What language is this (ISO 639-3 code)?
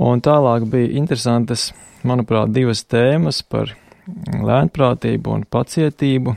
lav